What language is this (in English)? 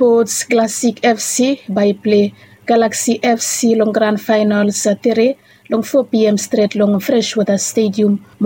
Bislama